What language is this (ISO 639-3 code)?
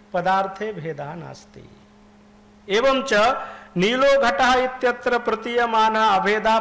san